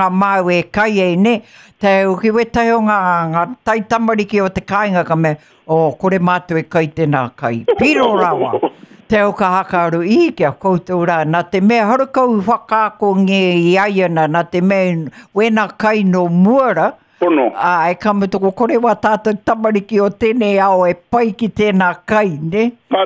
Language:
Māori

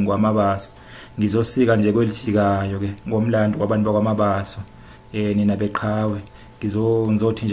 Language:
Zulu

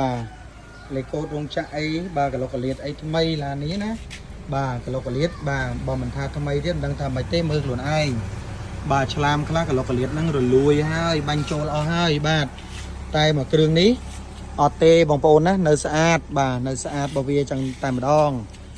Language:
Khmer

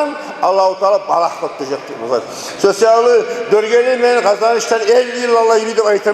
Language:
Kumyk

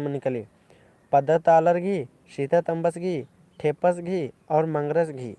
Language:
Kurukh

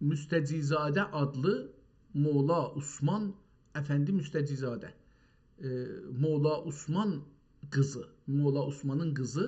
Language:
South Azerbaijani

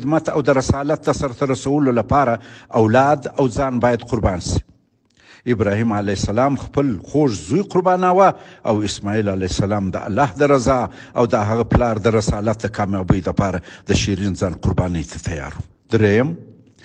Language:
Pashto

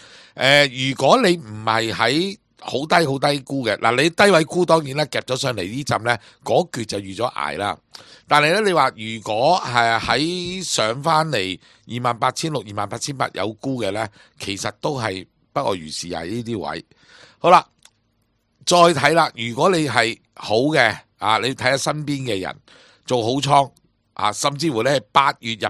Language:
Cantonese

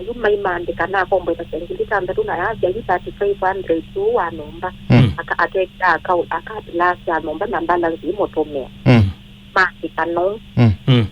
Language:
Kamba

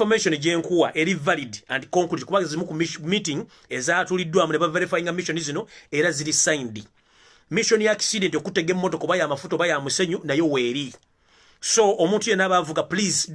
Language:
Ganda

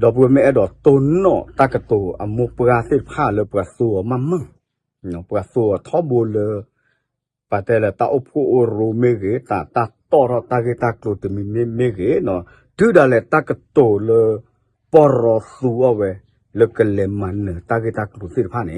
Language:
S'gaw Karen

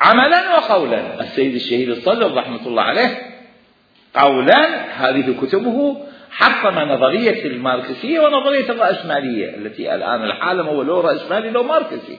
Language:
Mesopotamian Arabic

